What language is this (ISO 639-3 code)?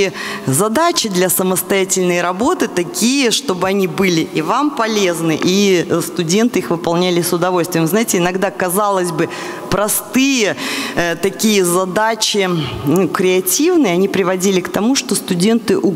rus